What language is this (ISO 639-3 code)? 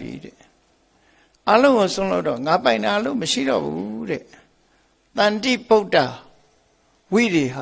mya